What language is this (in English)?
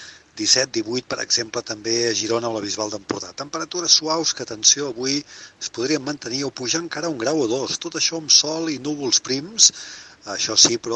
Catalan